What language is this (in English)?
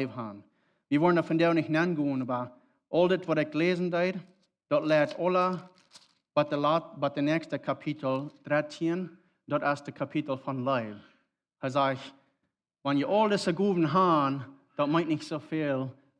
Plautdietsch